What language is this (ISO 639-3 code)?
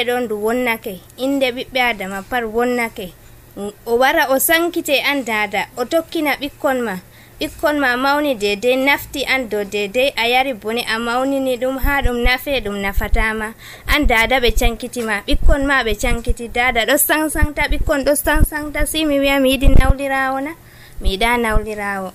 fuv